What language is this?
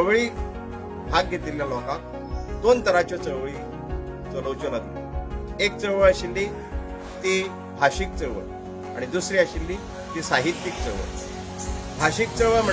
Konkani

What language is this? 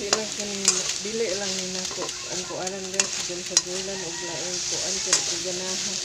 Cebuano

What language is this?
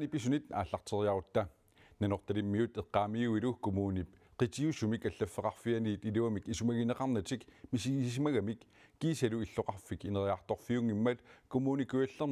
Kalaallisut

